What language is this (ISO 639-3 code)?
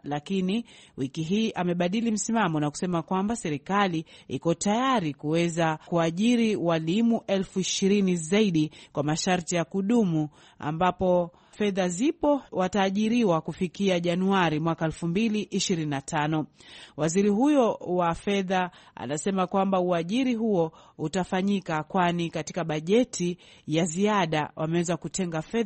swa